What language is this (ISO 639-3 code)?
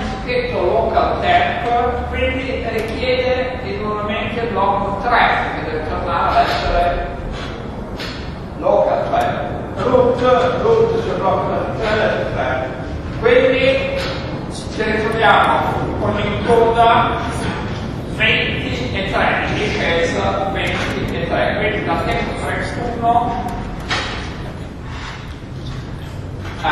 ita